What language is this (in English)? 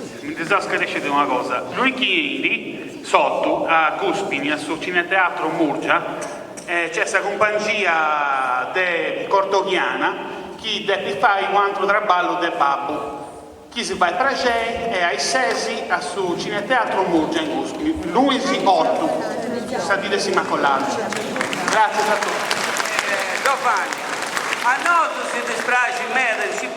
Sardinian